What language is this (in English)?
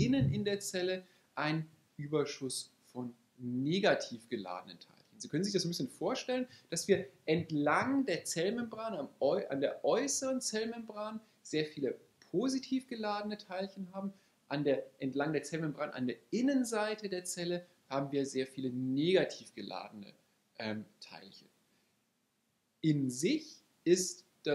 German